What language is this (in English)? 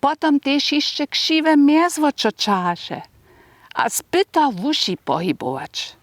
Upper Sorbian